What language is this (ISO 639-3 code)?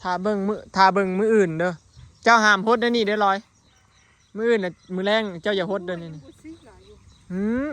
tts